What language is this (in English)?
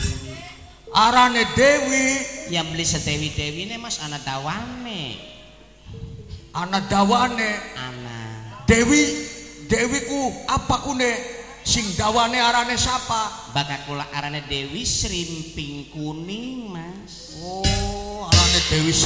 Javanese